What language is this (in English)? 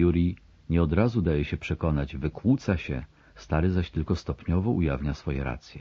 Polish